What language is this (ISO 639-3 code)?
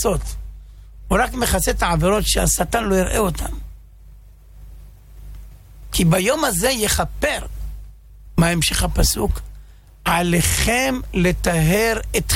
heb